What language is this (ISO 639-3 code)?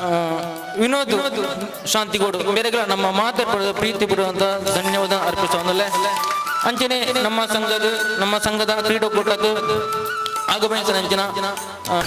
tcy